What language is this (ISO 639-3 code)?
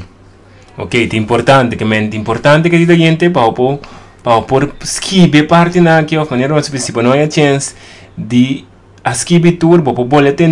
pap